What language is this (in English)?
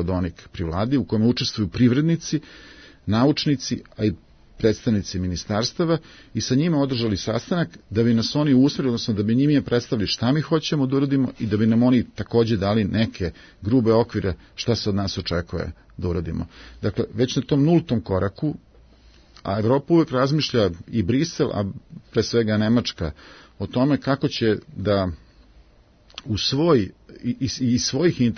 Serbian